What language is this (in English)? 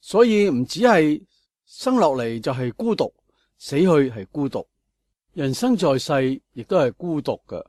Cantonese